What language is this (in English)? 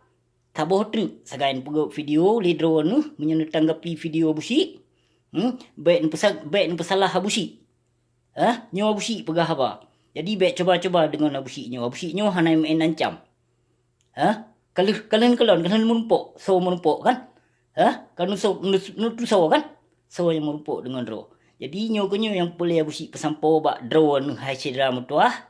Achinese